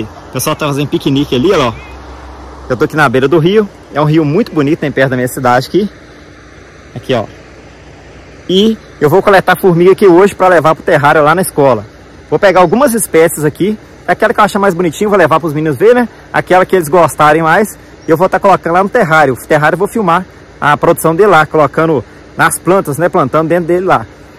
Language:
Portuguese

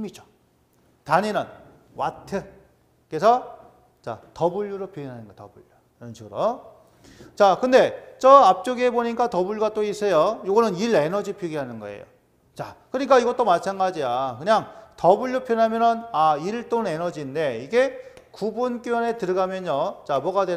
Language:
Korean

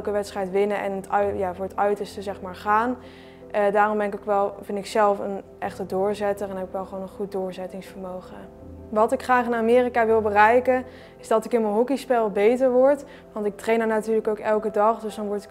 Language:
Dutch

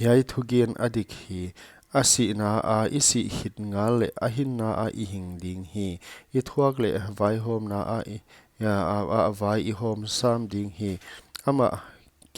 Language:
Paite Chin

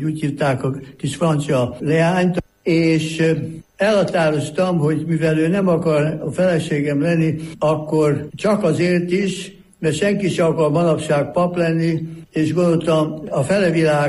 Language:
Hungarian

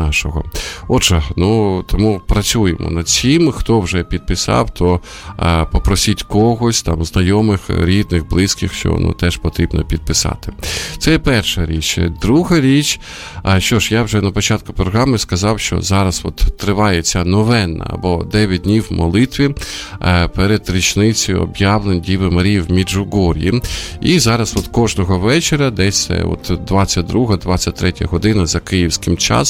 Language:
Ukrainian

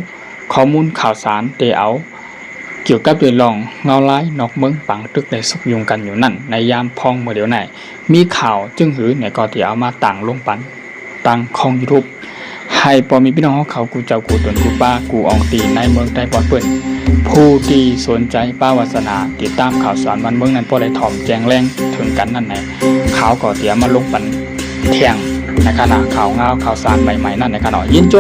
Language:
Shan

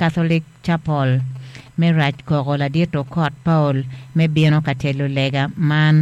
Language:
Acoli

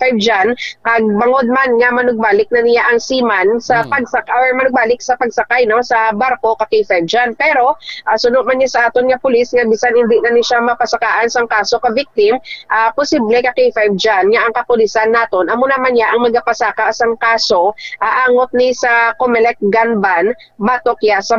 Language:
Hiligaynon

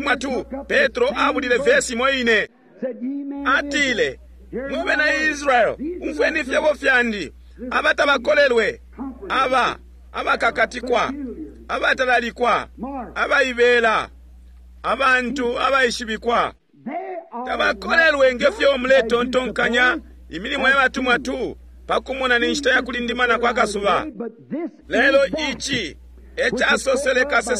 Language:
Bemba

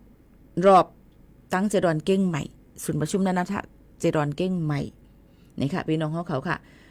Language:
Shan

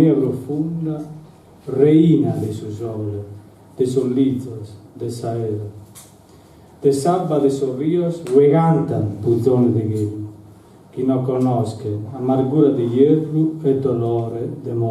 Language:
Sardinian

